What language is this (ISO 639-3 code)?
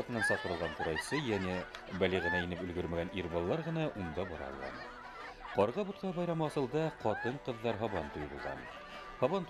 bak